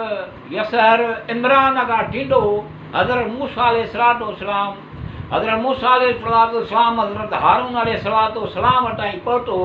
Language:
Sindhi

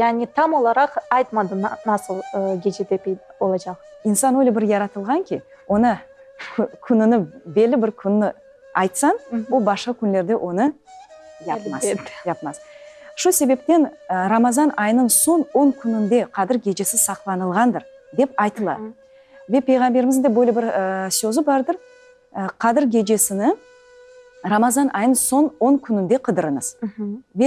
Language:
Crimean Tatar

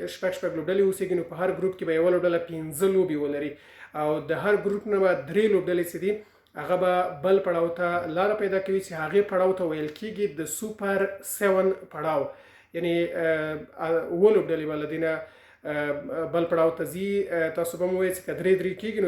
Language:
Pashto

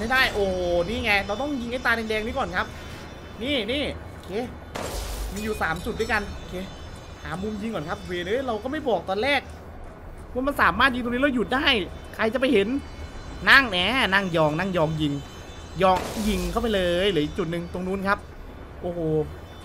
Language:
Thai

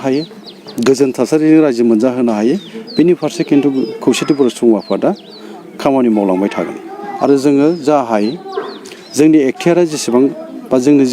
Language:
Bodo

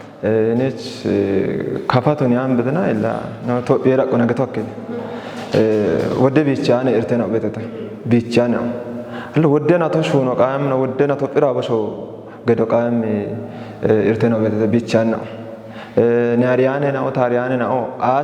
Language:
Kafa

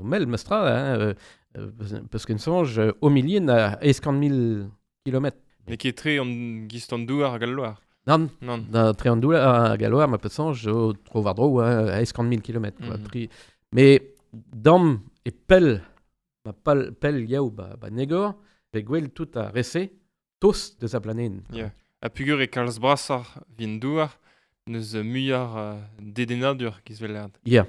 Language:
Breton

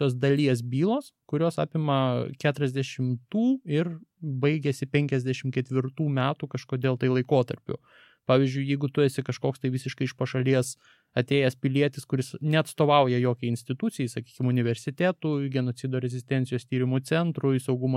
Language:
Lithuanian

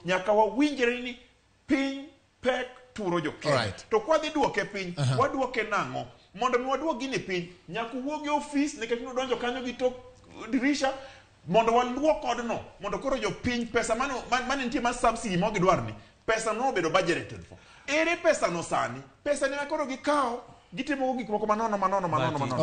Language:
Luo (Kenya and Tanzania)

